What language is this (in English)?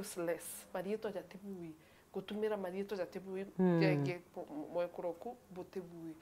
Meru